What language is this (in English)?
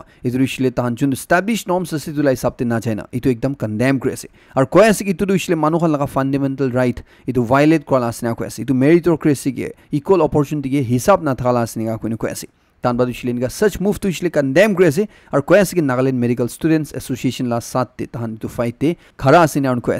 Naga Pidgin